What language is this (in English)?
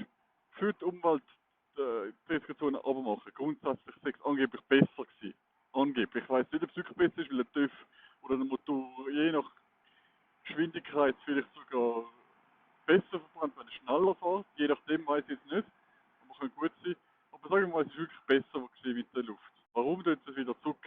Swiss German